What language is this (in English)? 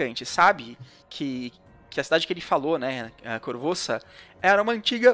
Portuguese